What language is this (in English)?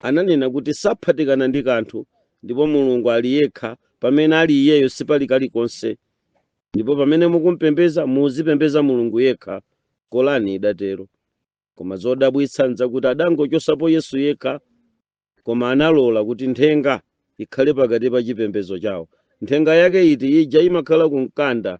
Nyanja